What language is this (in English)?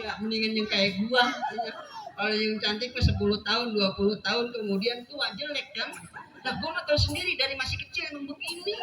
Betawi